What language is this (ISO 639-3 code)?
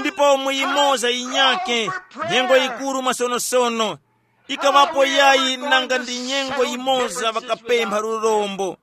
tum